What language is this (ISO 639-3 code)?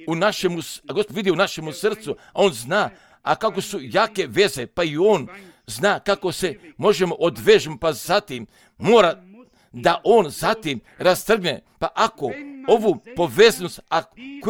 hrv